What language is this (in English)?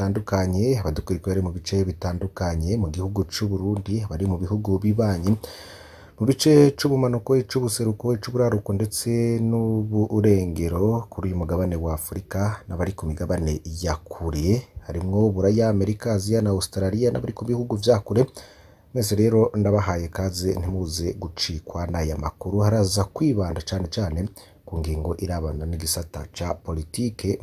Rundi